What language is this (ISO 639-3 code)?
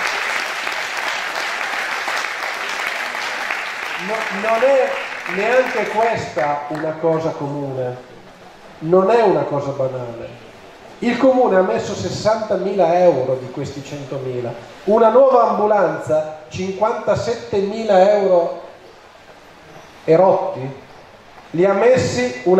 ita